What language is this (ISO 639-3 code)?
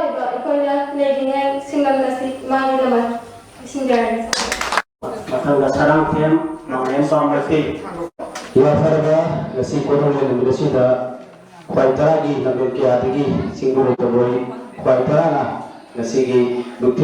mni